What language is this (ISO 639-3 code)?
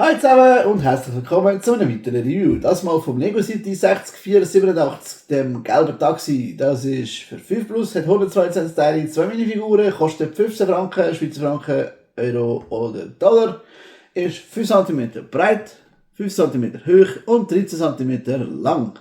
gsw